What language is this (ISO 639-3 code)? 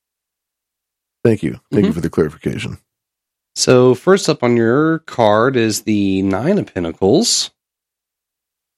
eng